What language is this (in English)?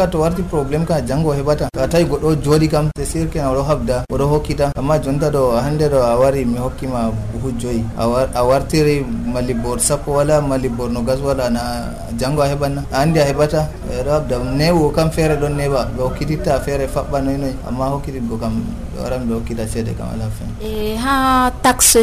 Nigerian Fulfulde